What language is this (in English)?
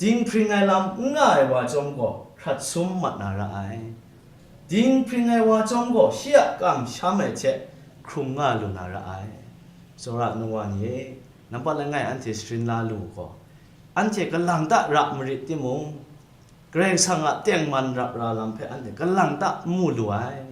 Kachin